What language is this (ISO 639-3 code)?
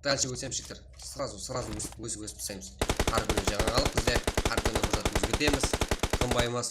kaa